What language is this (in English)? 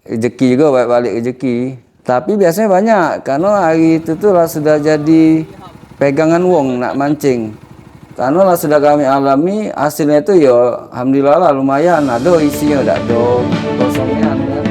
Musi